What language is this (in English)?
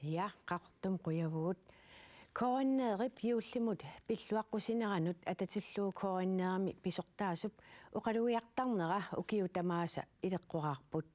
Kalaallisut